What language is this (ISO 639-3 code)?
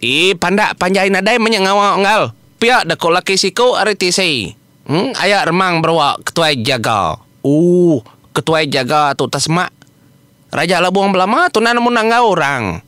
iba